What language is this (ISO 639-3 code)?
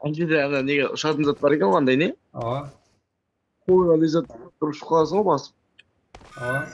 kaa